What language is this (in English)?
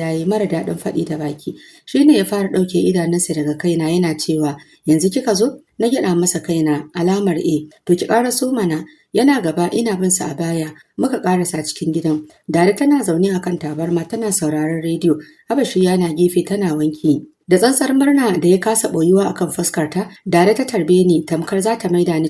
Hausa